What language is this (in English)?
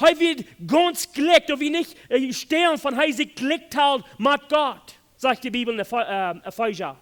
Plautdietsch